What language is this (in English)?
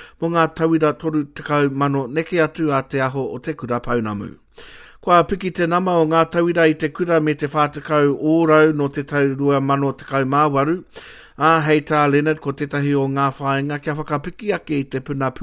Māori